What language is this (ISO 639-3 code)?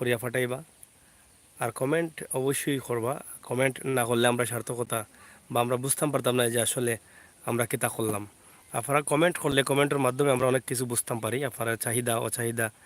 syl